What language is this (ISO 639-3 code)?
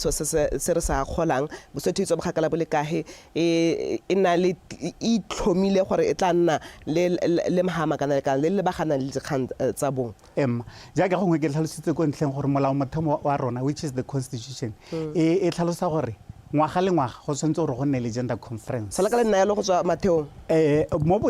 tsn